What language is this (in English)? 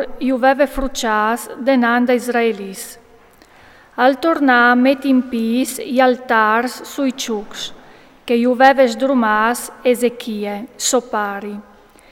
Friulian